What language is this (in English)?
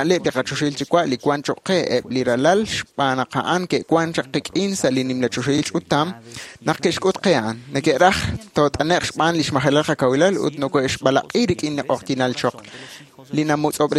Kekchí